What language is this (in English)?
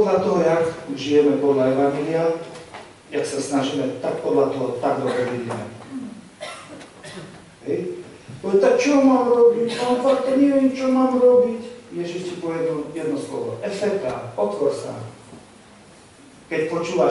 Slovak